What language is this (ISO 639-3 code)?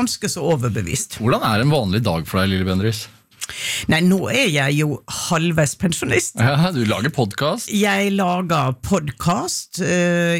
nor